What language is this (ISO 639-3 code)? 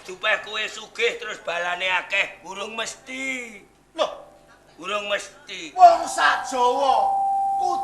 jav